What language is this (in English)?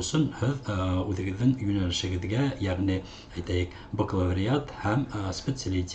Bashkir